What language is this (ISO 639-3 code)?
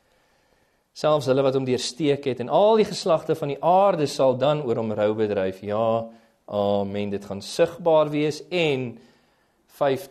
afr